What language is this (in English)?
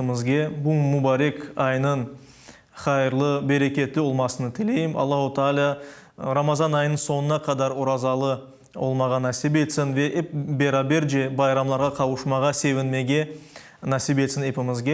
Crimean Tatar